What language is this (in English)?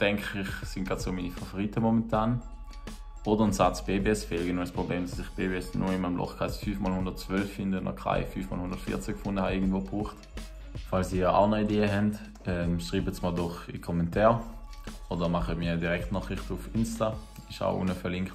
Swiss German